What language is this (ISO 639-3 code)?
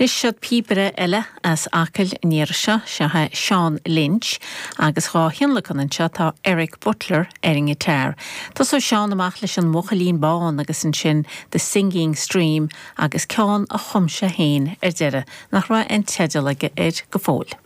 gle